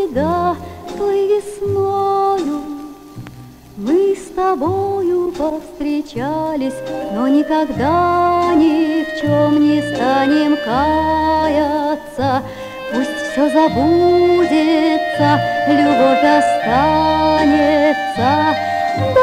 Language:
Russian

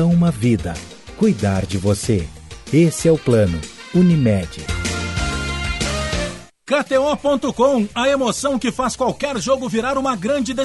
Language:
Portuguese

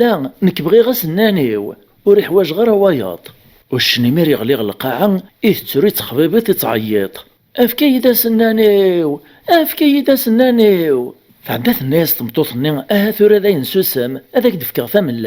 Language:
Kabyle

